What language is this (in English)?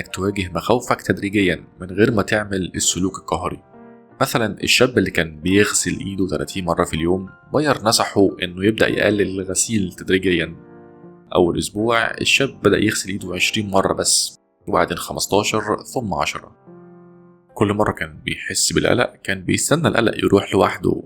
Egyptian Arabic